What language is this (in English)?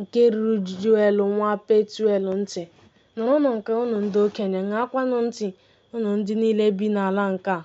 Igbo